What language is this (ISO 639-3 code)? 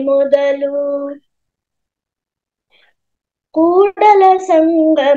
kan